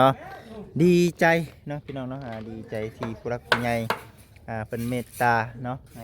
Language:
Lao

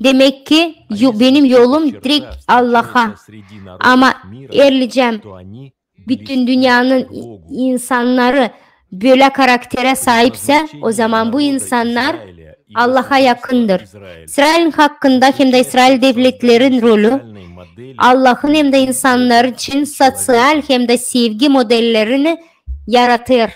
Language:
Gagauz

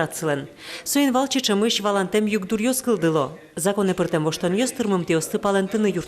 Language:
Udmurt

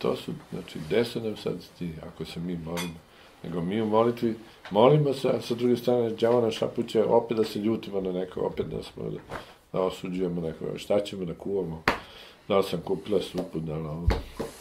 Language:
Serbian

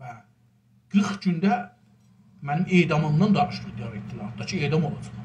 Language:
South Azerbaijani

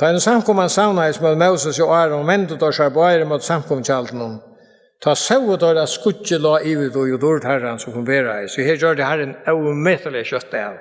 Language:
Faroese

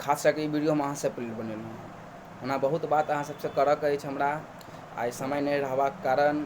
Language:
Maithili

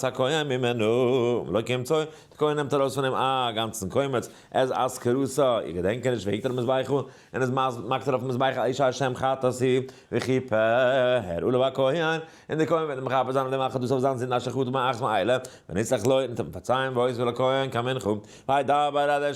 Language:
Yiddish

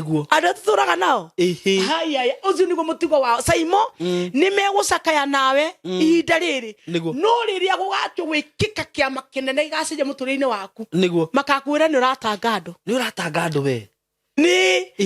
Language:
Kikuyu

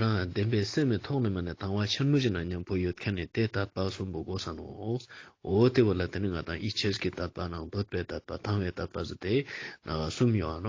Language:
Ladakhi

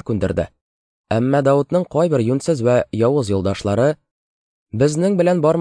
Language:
Tatar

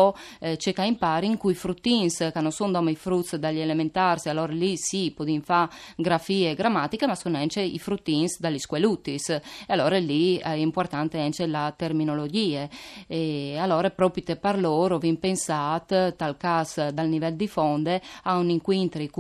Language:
Friulian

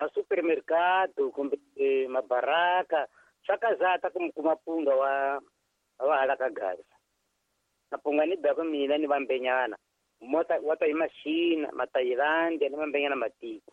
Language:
Tsonga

